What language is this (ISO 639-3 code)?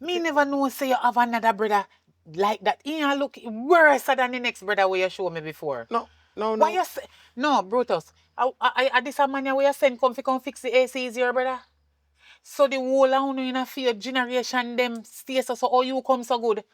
jam